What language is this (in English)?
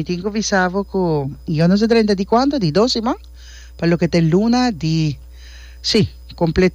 Papiamento